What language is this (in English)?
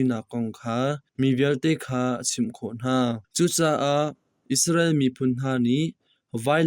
Hakha Chin